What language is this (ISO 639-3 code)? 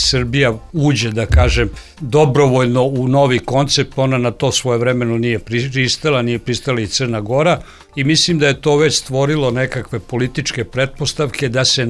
srp